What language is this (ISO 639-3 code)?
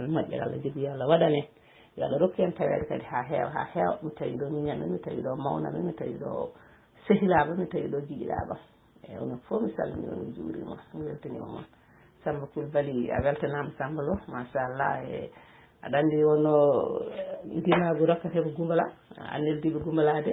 ful